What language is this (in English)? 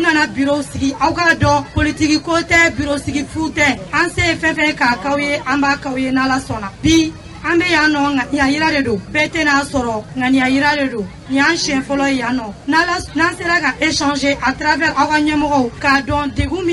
Bambara